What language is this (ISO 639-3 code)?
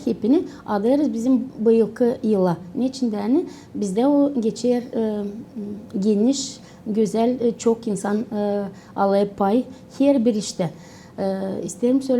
gag